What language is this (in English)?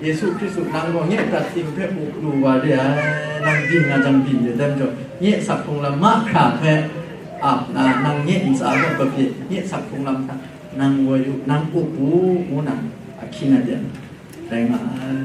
Kachin